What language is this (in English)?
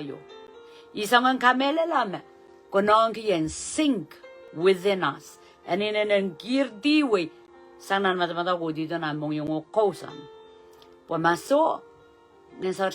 Pohnpeian